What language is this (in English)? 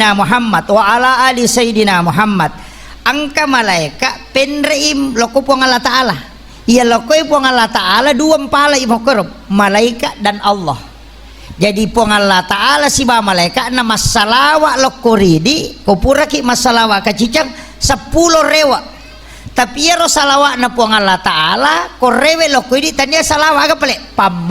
Buginese